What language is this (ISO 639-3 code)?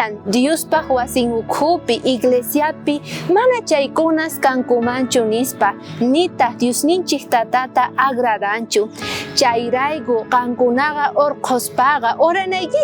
quh